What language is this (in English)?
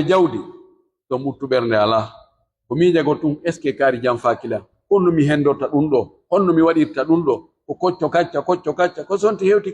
Pular